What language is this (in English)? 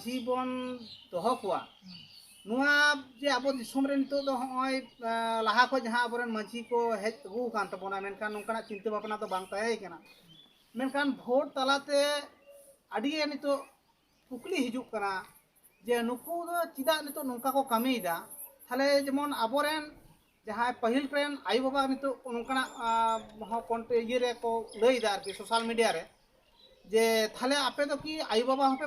Santali